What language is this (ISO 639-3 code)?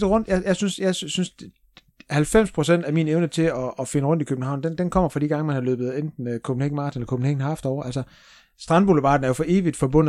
dan